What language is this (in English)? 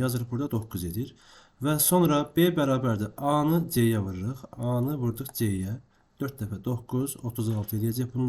Azerbaijani